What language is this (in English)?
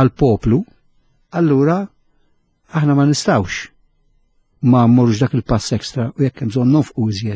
Maltese